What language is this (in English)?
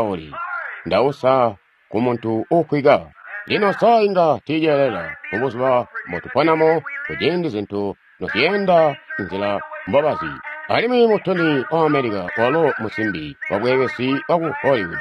Tonga (Zambia)